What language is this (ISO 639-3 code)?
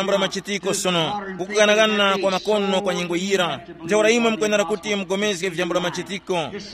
tum